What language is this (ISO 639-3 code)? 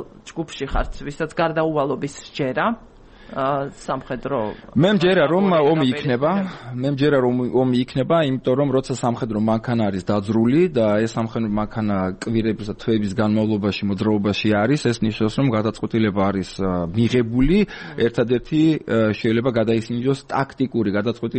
kat